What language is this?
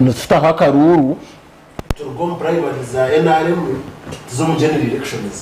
Nyankole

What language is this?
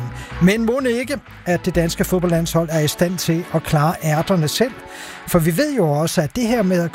Danish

